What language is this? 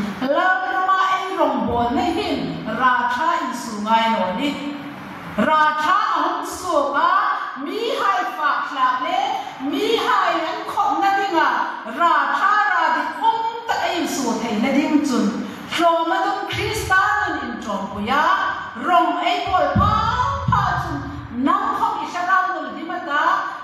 Hmar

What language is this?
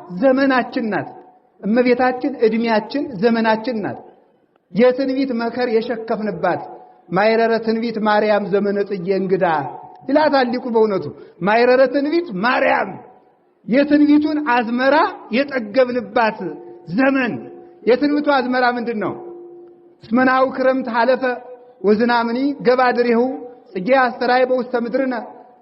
Amharic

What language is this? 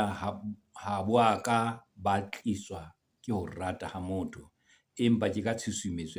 Southern Sotho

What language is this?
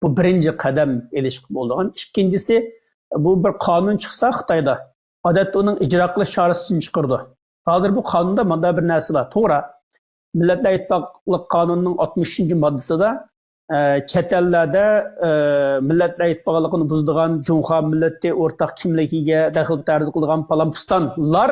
Uyghur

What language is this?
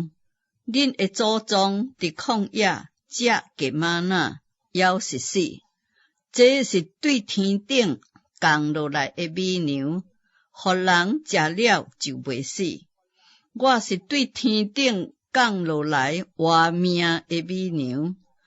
Min Nan Chinese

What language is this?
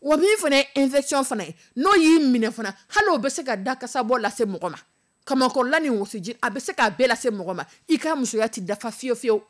Dyula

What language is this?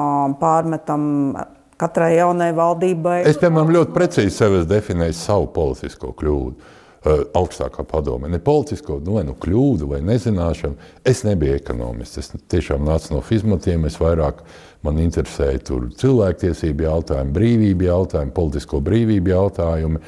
Latvian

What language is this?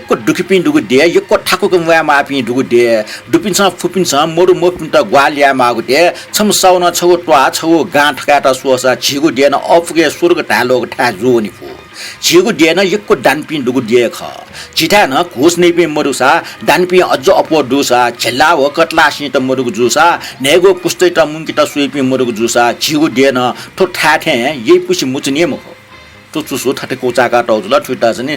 Newari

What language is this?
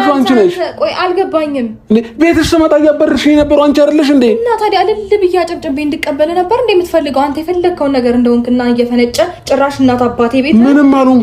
Amharic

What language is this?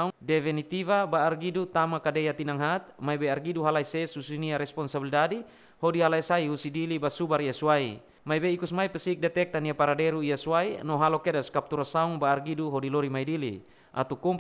Tetum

